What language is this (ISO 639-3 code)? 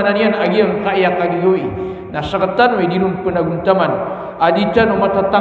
mrw